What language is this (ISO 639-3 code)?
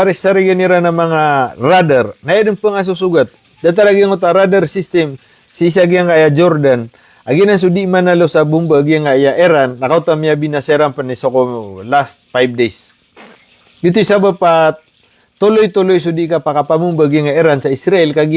mrw